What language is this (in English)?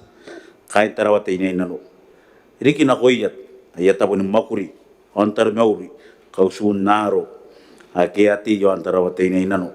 Gilbertese